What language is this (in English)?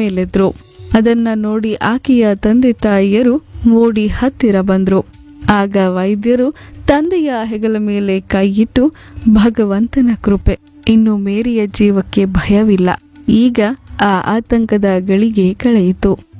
Kannada